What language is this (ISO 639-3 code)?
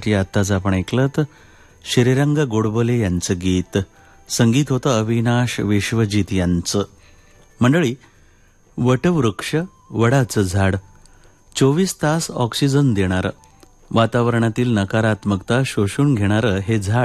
mar